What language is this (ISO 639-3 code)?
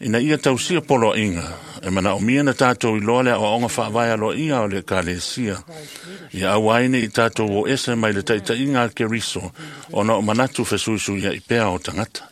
smo